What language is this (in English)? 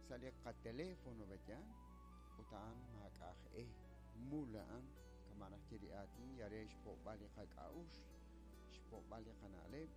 Kekchí